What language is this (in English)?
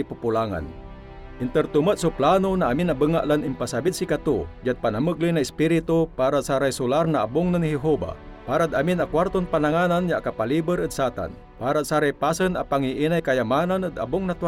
Pangasinan